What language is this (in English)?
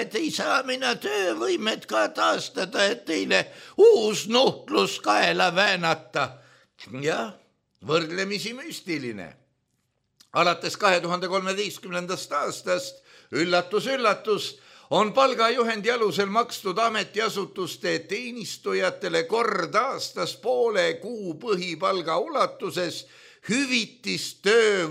Estonian